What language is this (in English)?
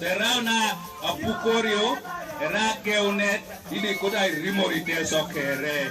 Teso